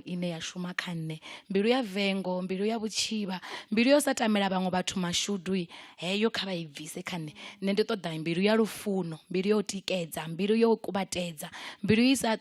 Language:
Venda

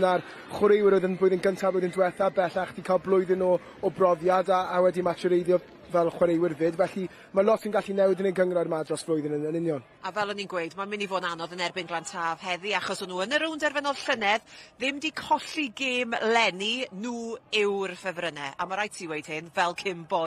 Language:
Welsh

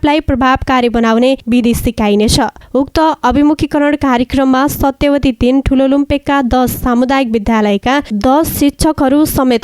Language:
Nepali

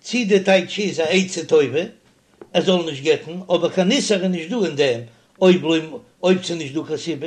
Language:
Yiddish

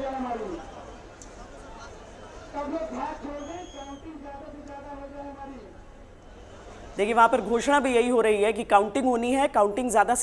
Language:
Hindi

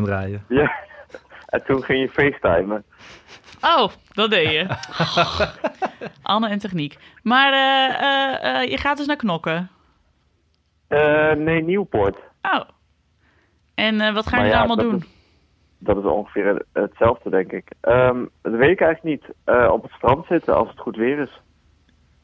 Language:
Dutch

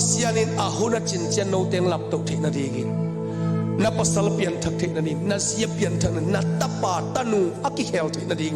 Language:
Tedim Chin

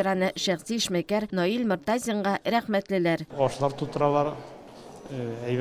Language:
Tatar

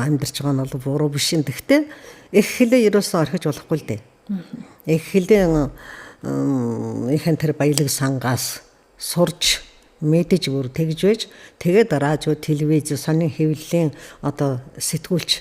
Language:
Mongolian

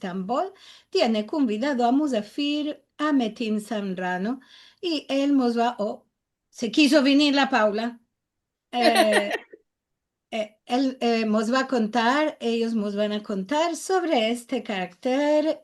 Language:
Ladino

